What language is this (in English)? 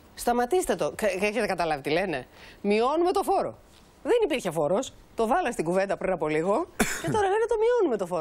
Greek